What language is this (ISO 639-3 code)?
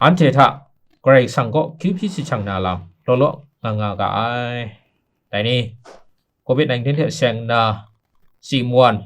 kac